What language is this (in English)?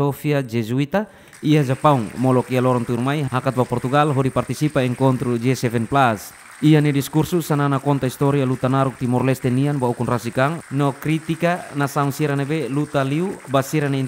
Tetum